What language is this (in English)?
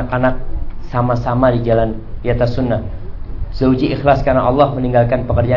Indonesian